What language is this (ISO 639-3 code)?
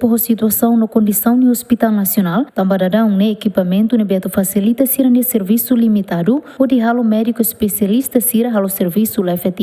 tet